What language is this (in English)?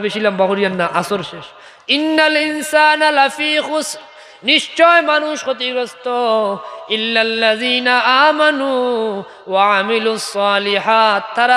Sylheti